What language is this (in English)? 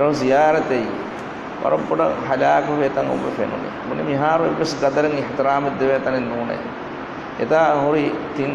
Divehi